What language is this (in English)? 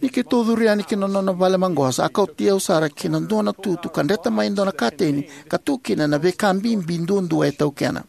Fijian